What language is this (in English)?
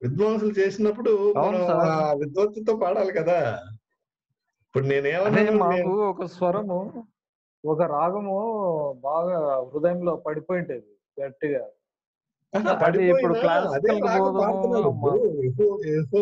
Telugu